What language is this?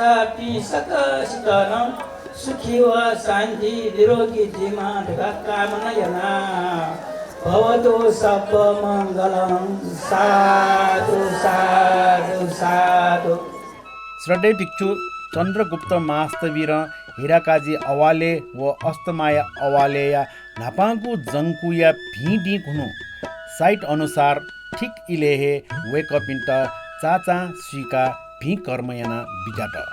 Newari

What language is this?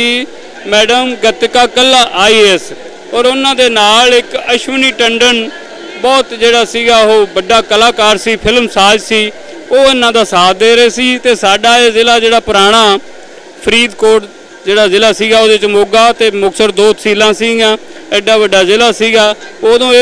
Punjabi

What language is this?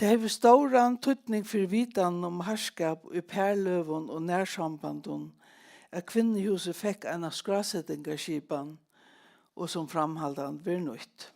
Faroese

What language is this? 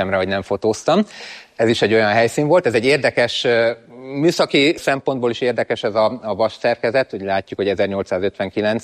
Hungarian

